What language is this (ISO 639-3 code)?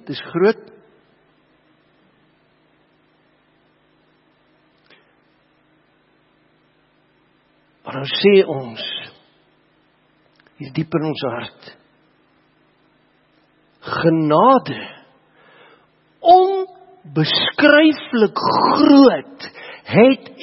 afr